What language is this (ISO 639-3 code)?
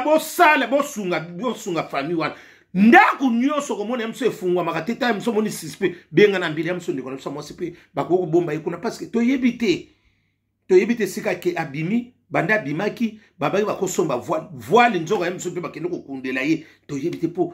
lin